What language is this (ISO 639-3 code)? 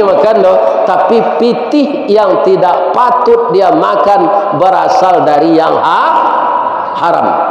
min